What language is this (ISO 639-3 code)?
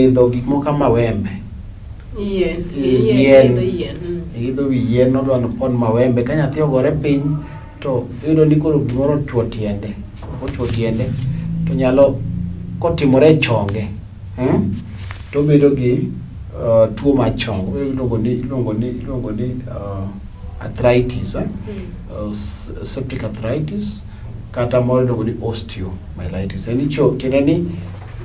luo